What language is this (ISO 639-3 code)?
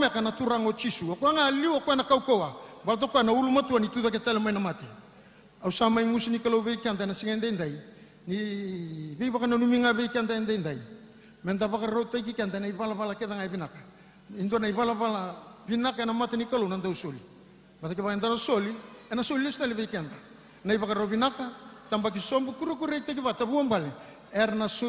fij